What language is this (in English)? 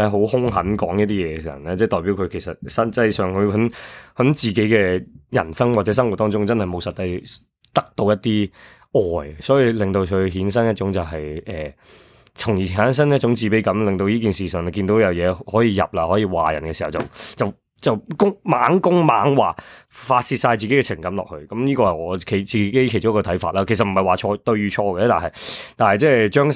Cantonese